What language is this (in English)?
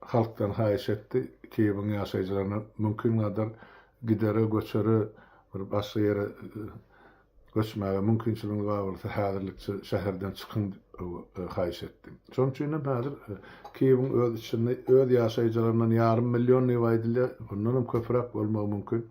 Turkmen